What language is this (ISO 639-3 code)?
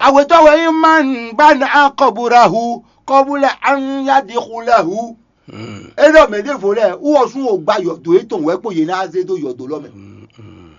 fon